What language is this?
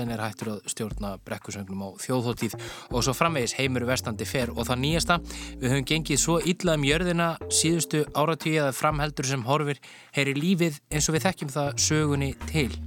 Icelandic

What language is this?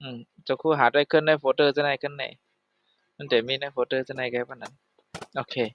Shan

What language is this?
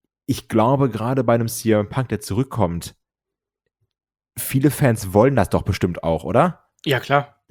German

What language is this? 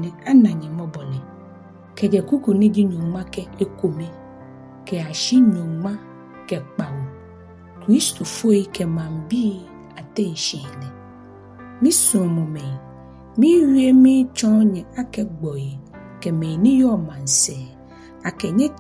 Ga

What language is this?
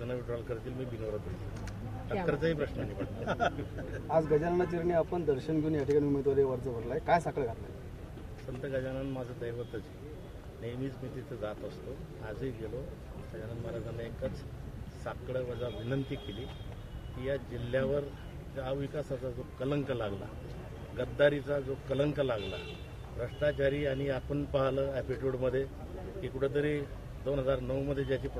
Marathi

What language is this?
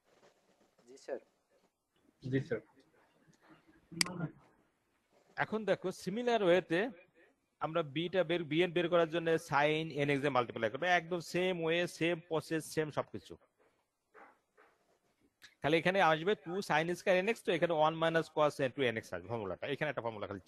Bangla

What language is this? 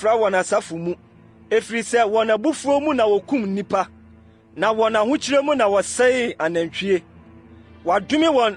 Akan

